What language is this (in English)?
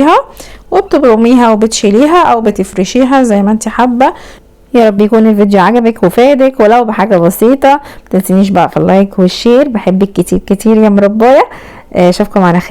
Egyptian Arabic